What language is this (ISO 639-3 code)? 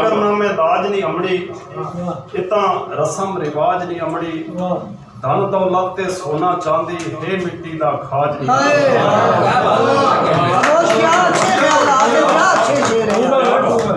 skr